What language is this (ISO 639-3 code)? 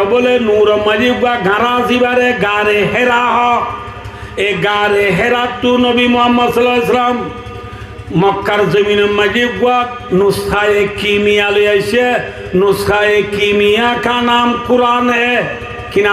rhg